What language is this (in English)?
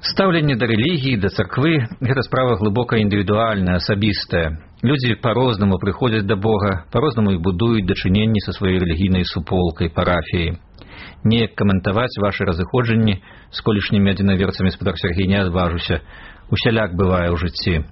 Belarusian